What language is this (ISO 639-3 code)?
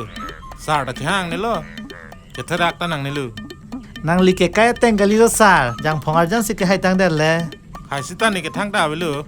mjw